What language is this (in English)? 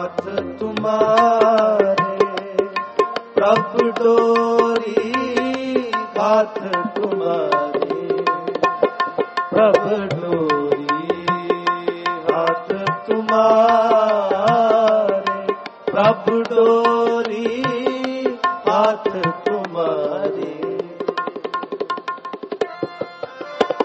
Punjabi